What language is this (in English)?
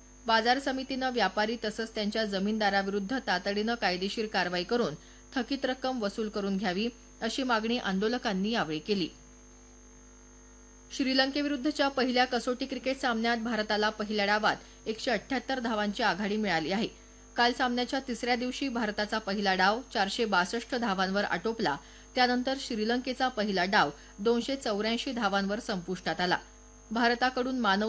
Marathi